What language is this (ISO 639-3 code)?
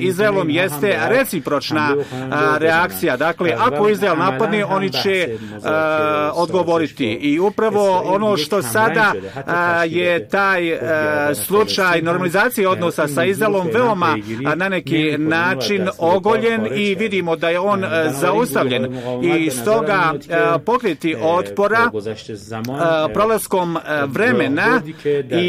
bos